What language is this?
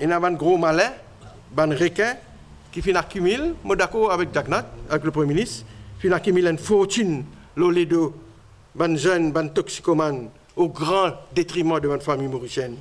Morisyen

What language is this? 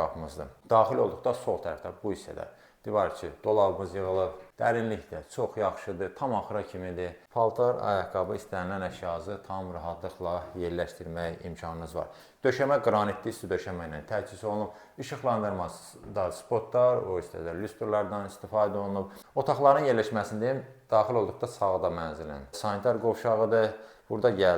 Azerbaijani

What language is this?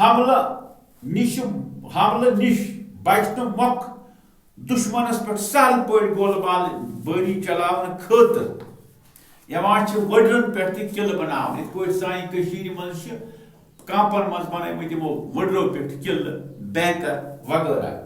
Kashmiri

